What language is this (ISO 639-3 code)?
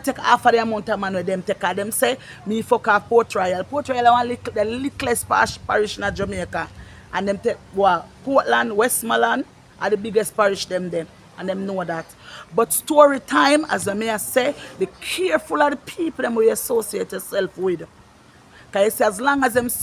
jam